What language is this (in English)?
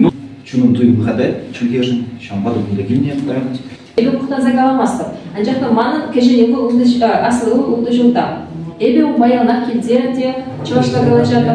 Chuvash